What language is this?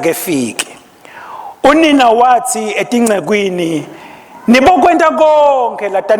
Swati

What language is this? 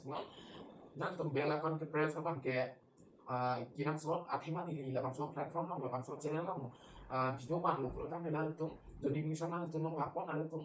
Karbi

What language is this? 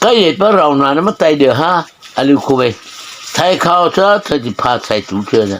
Mara Chin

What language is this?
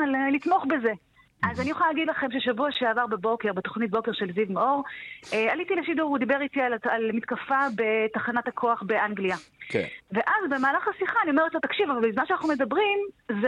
Hebrew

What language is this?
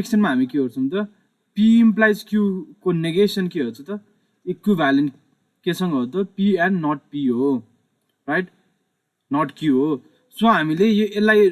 Nepali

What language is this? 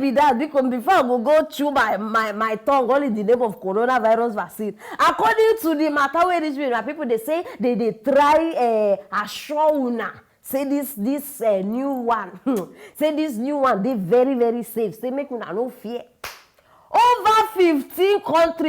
Nigerian Pidgin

